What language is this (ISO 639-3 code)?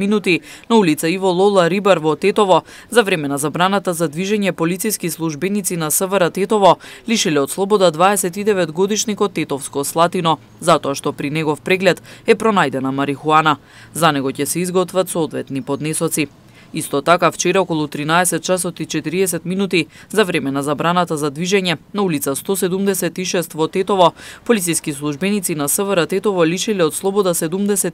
mkd